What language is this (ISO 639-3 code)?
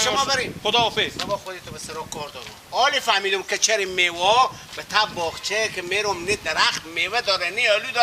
fas